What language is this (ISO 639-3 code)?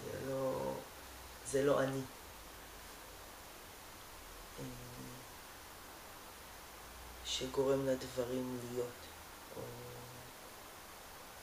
heb